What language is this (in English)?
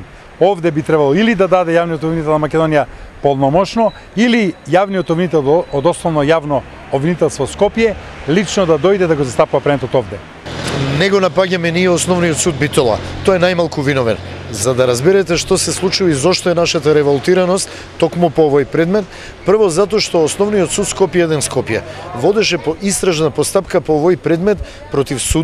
Macedonian